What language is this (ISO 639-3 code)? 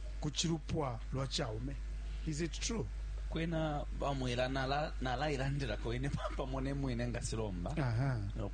bem